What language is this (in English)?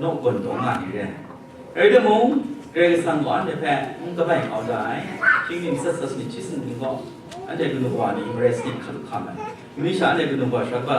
Kachin